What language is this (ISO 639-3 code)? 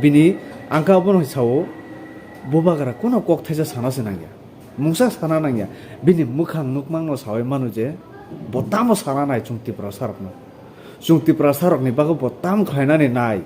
trp